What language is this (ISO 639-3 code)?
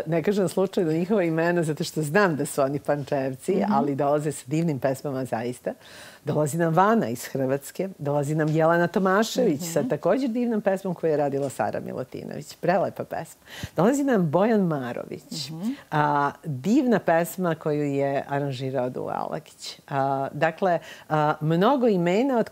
srp